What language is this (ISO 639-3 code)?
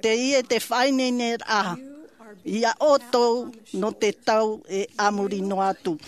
tah